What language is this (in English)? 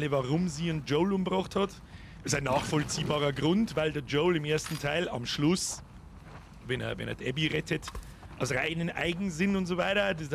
Bavarian